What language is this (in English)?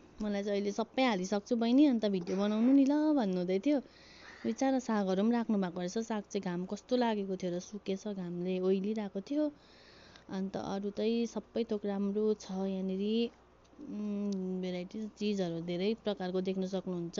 Nepali